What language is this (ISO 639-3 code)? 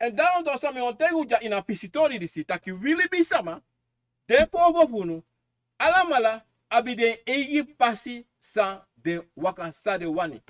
srn